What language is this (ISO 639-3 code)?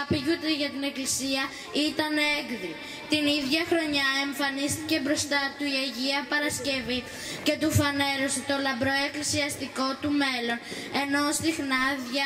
ell